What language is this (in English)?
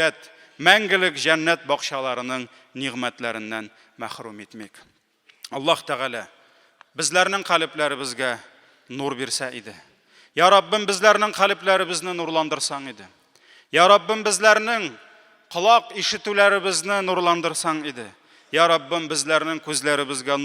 Tatar